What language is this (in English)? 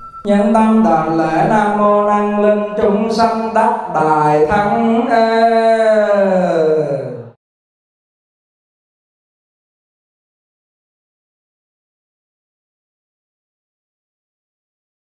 Vietnamese